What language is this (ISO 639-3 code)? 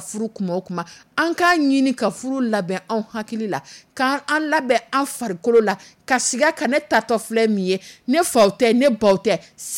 dyu